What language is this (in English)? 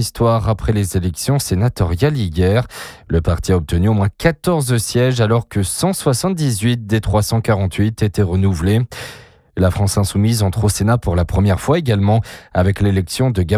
French